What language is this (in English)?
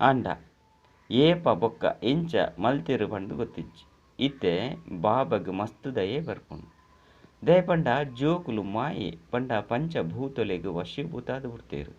Tulu